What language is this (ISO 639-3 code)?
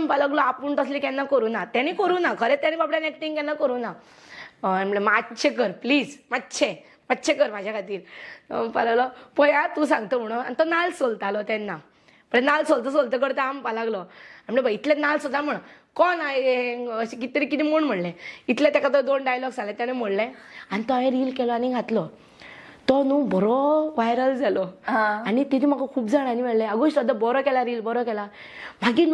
kok